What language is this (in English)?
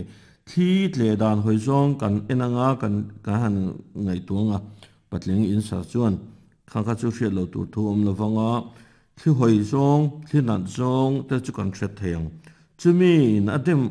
Mizo